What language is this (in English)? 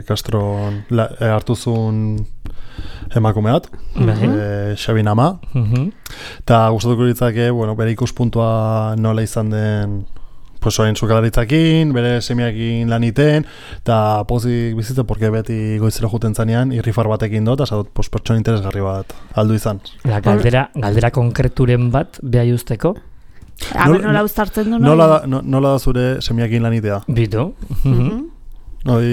Basque